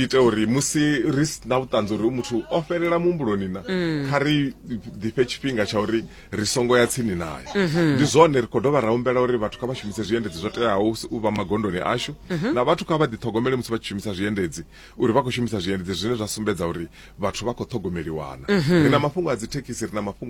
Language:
Venda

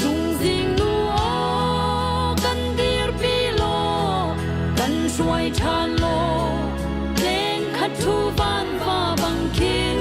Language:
Hakha Chin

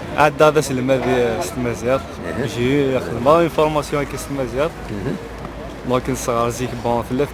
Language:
Kabyle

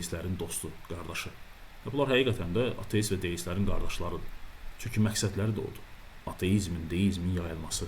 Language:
Azerbaijani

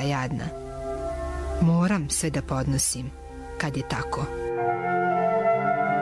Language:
Serbian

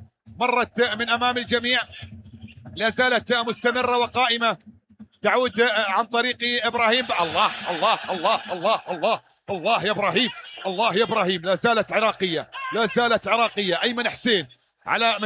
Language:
Mesopotamian Arabic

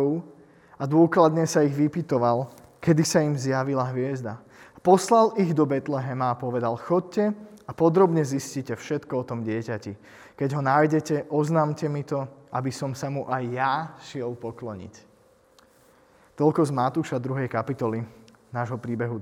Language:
Slovak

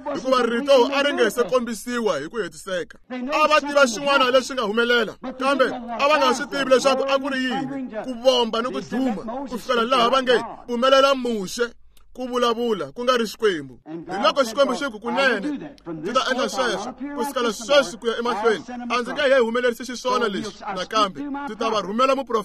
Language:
Tsonga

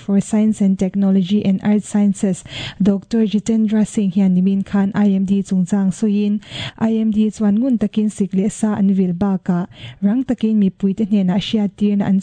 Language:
Mizo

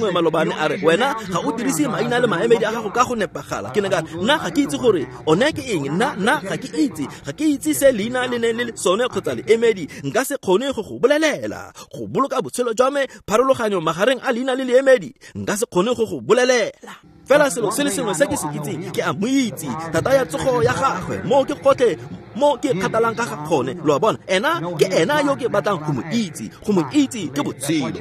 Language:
Tswana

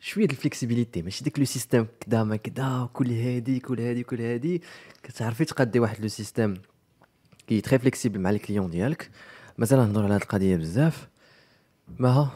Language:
Moroccan Arabic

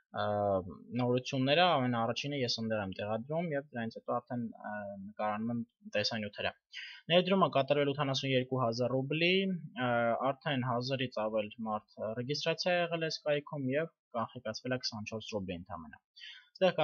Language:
Armenian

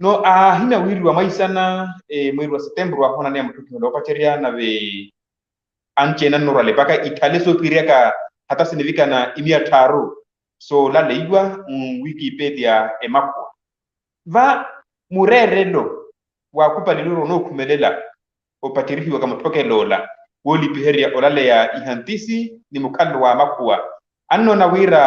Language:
Makhuwa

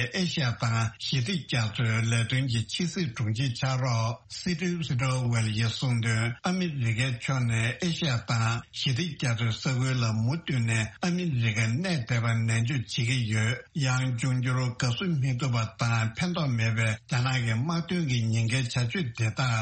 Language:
Tibetan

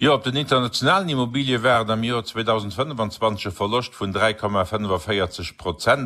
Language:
Luxembourgish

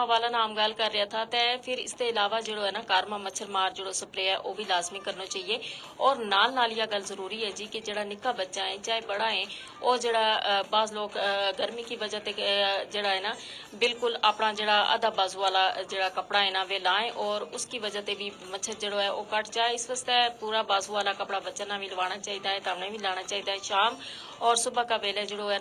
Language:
Gujari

